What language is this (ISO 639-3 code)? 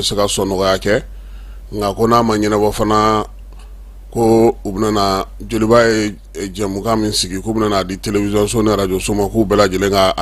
bam